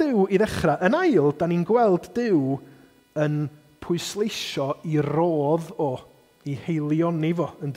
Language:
Welsh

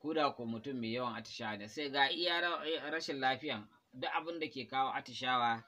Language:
Hausa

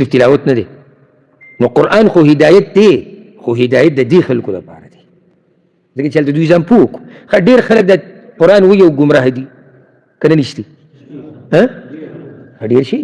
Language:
Pashto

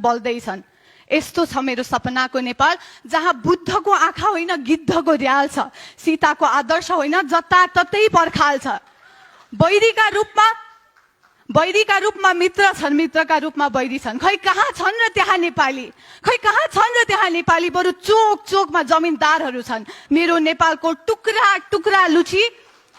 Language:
Nepali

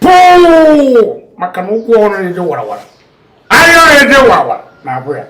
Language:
Igbo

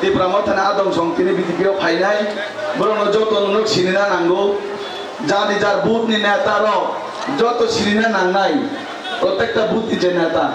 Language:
Kok Borok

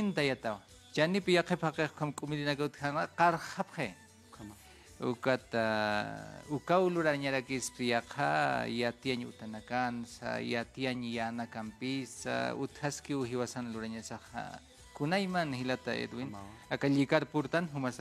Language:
Aymara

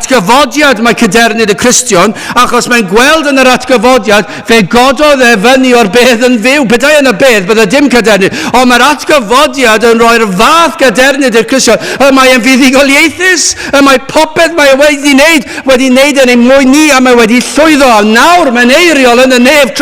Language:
Welsh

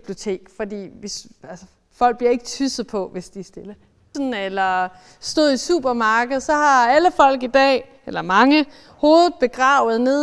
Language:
Danish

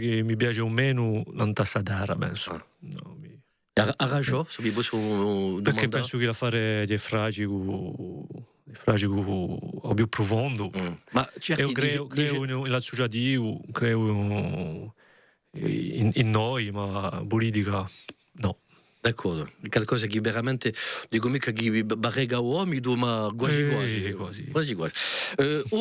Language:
Corsican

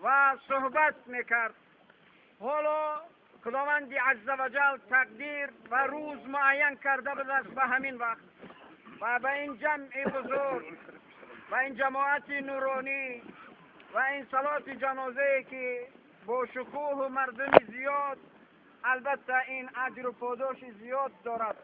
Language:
Tajik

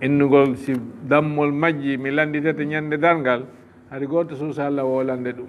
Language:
Fula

